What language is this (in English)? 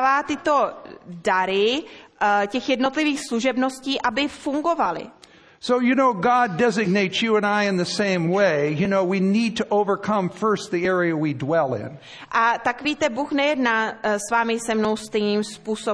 Czech